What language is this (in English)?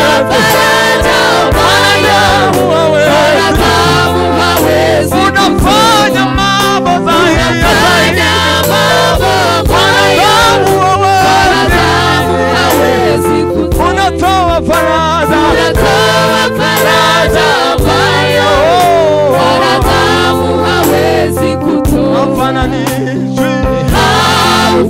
Swahili